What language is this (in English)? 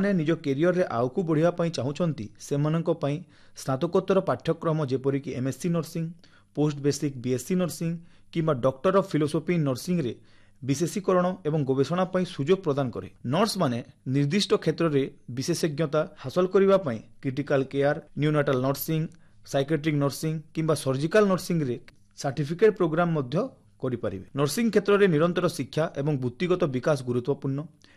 Odia